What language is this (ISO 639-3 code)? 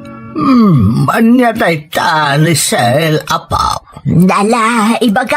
ilo